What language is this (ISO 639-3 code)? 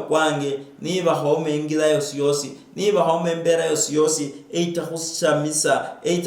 luy